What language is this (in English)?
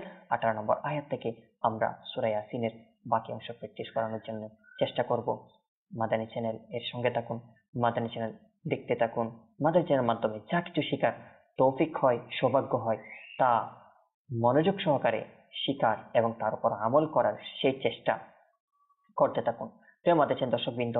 Bangla